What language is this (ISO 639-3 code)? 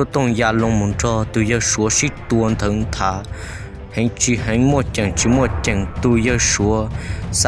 hmn